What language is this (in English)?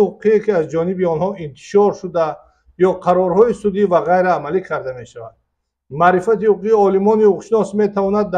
Tajik